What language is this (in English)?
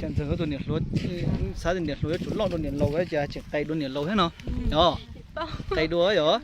Hmong